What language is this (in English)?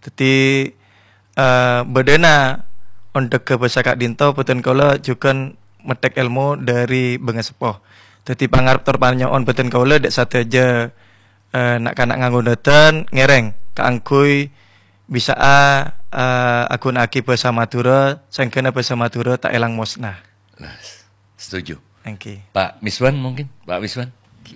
Madurese